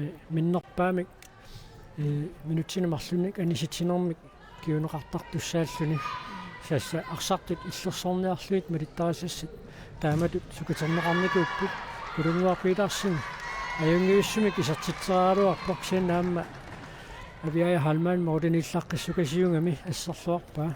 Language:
Kalaallisut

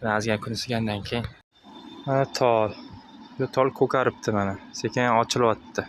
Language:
Uzbek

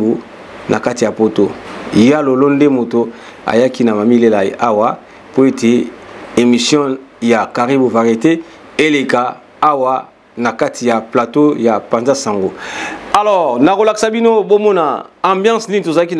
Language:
Lingala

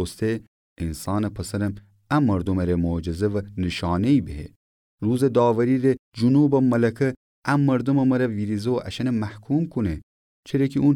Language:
Gilaki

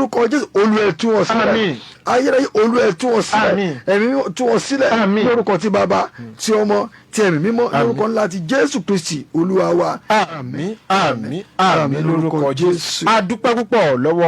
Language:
Yoruba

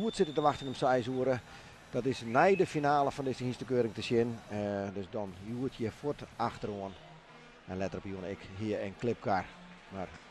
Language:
Western Frisian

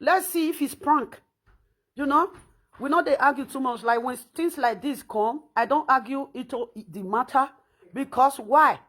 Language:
Nigerian Pidgin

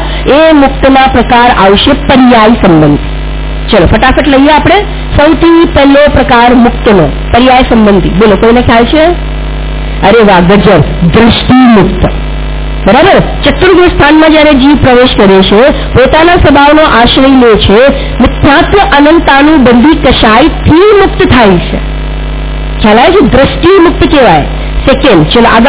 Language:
Gujarati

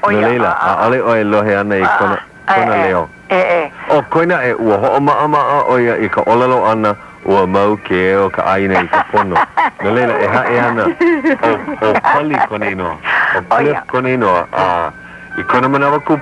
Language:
Hawaiian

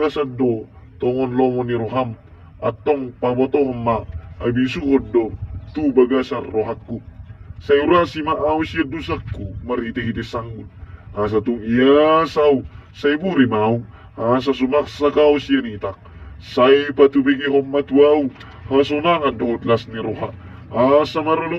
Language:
Batak Toba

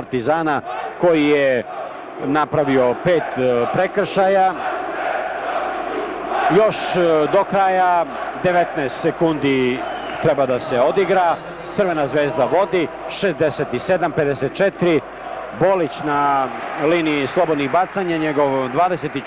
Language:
Serbian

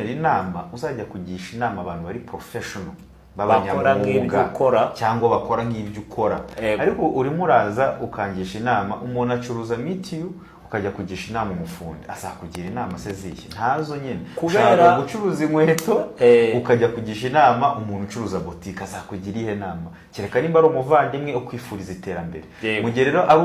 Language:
Kinyarwanda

